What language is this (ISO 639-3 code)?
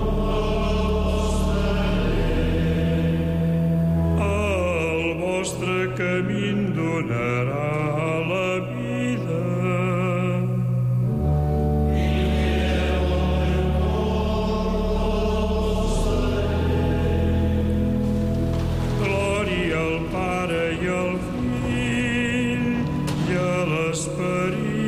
cat